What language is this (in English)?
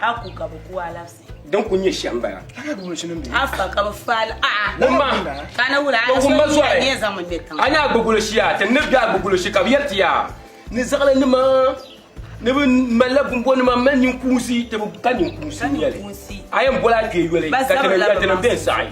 Dagbani